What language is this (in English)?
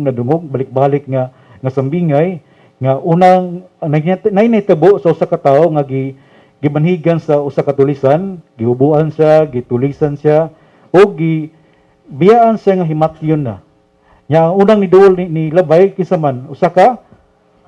Cebuano